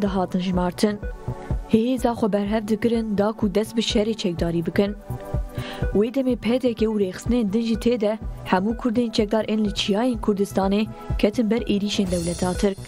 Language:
Kurdish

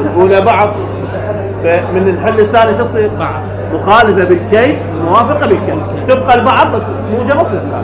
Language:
Mesopotamian Arabic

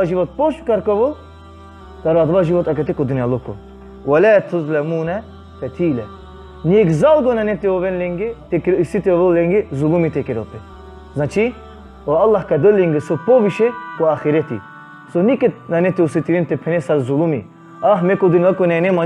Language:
Balkan Romani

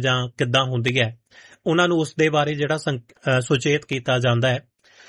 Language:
Punjabi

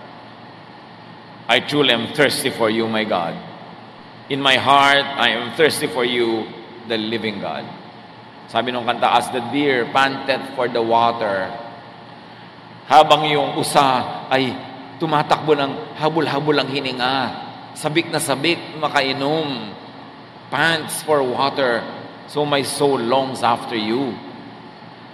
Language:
Filipino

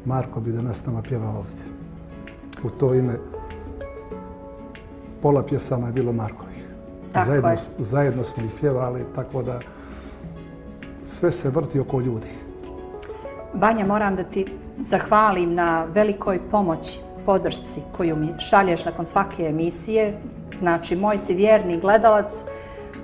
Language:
Bosnian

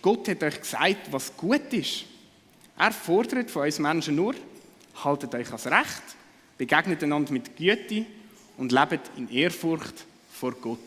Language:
Swiss German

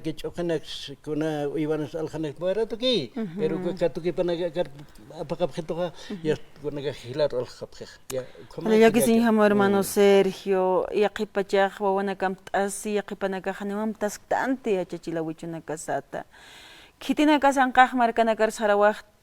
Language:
Aymara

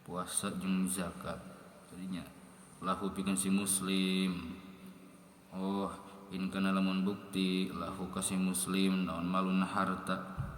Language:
Sundanese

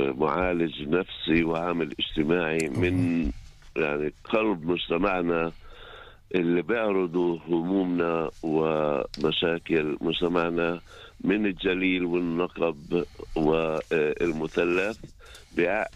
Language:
North Levantine Arabic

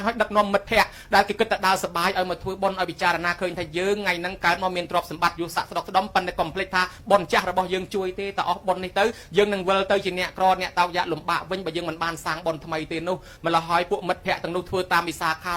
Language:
Khmer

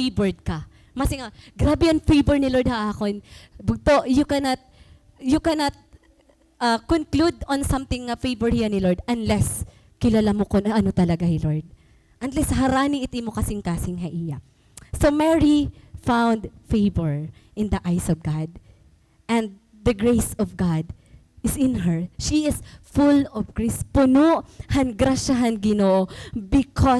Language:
Waray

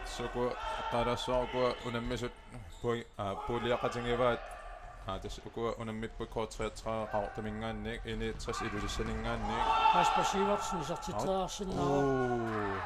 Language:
Kalaallisut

